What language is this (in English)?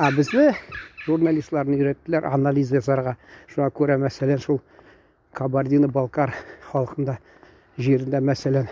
Tatar